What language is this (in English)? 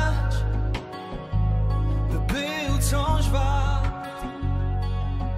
Polish